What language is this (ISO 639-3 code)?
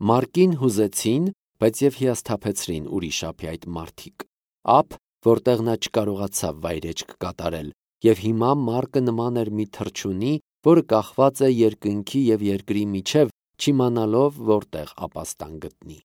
hye